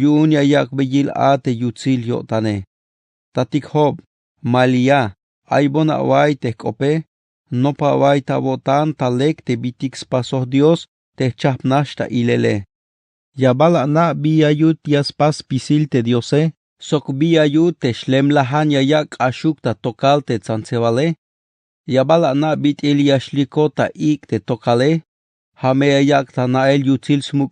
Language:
Tzeltal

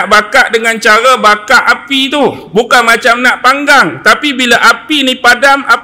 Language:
Malay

